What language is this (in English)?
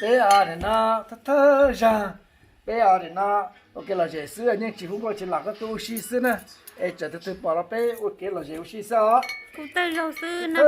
Hmong